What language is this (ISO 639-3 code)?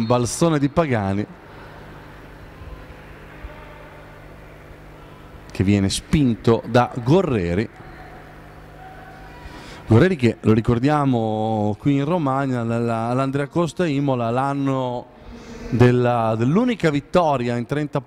ita